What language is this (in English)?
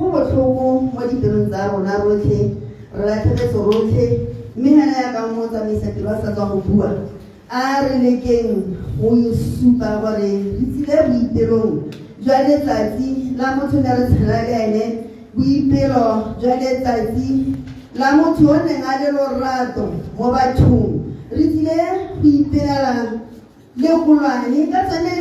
Tswana